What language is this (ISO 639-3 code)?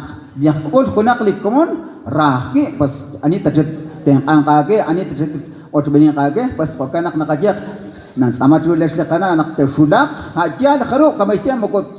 kek